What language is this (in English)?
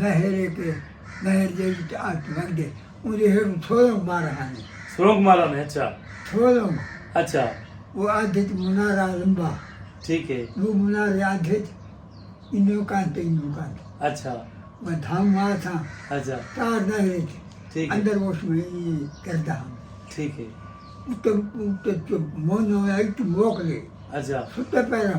Saraiki